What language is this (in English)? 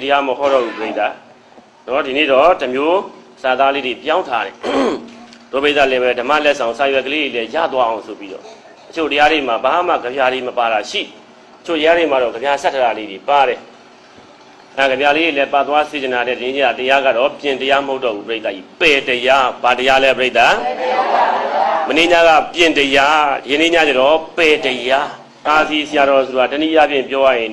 Burmese